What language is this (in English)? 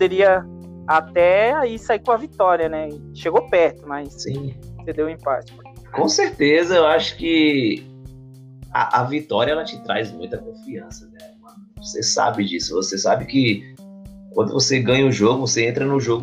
Portuguese